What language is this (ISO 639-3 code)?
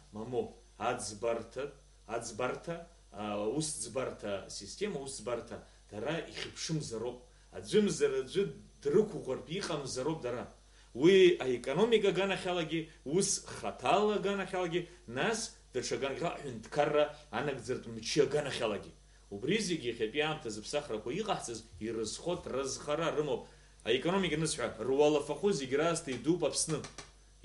abk